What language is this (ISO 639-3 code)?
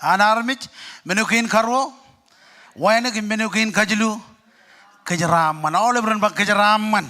mah